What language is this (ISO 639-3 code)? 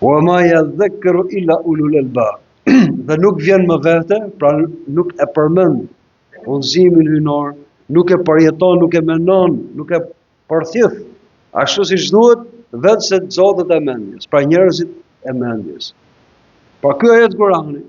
sqi